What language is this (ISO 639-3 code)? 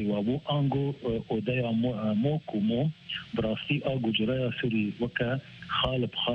kur